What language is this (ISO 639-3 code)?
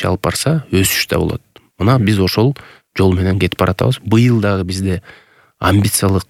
kir